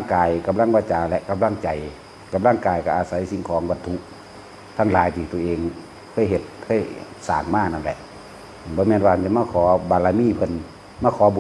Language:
Northeastern Thai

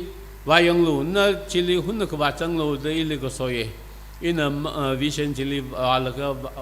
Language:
Tangkhul Naga (India)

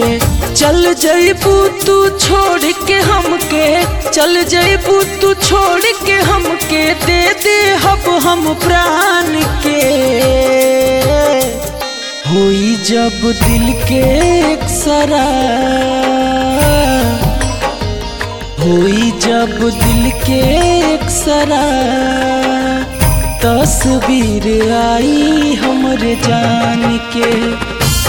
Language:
Bhojpuri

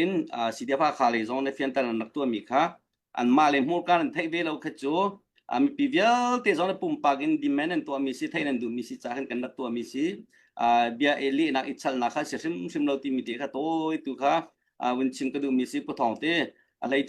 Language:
Hakha Chin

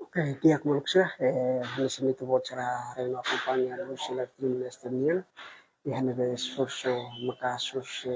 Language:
Tetum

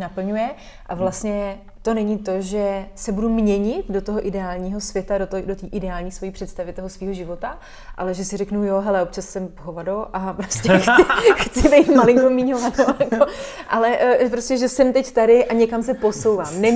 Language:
Czech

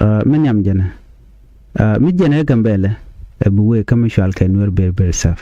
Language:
Nuer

